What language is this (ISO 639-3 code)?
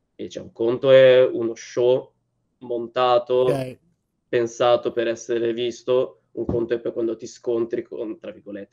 ita